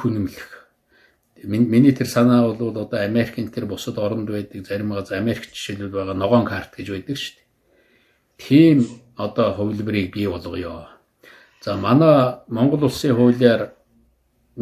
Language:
Mongolian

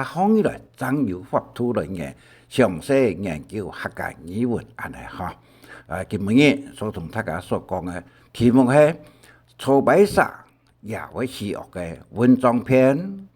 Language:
Hakka Chinese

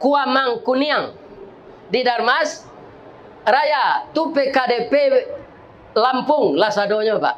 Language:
Minangkabau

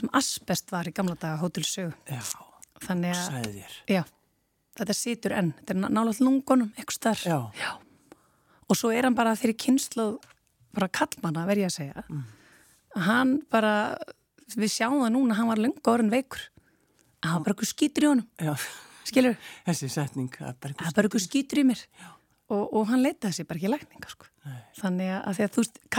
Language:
Icelandic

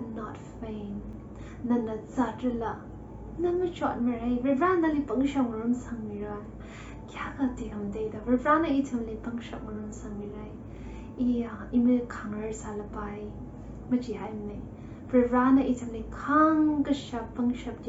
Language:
Tangkhul Naga (India)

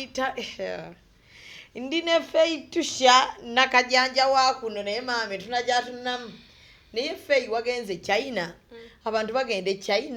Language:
Ganda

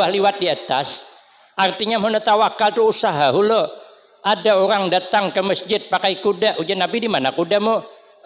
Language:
Banjar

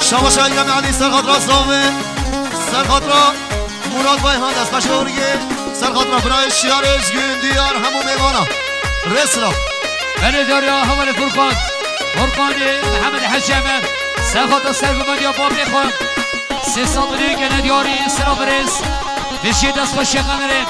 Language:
Kurdish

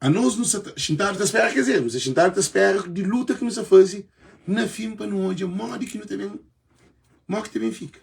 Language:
Kabuverdianu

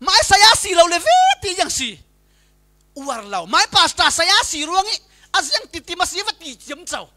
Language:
Falam Chin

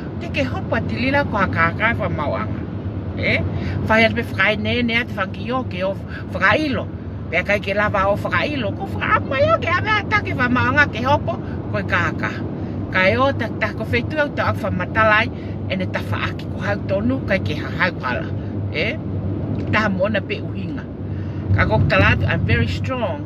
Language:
Tongan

